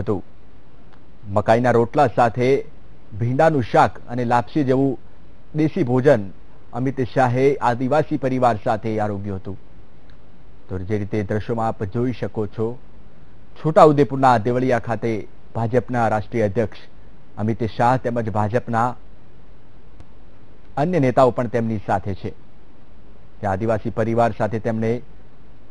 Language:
Gujarati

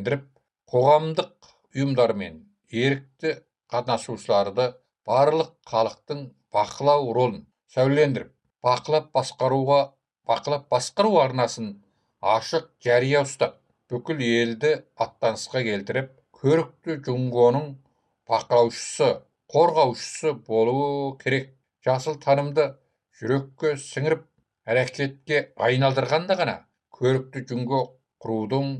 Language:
Kazakh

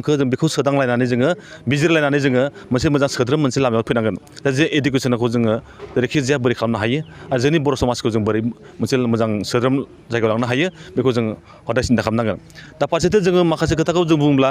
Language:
Bodo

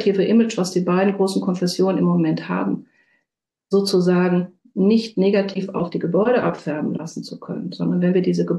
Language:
German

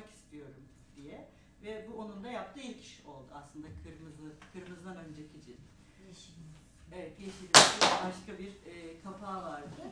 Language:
Turkish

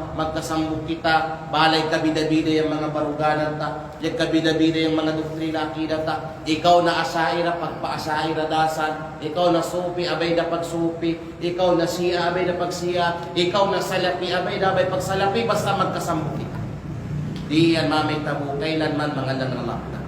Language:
Kalagan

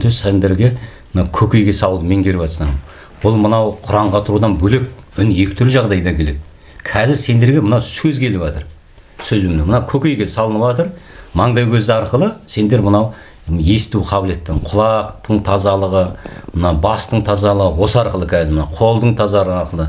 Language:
Kazakh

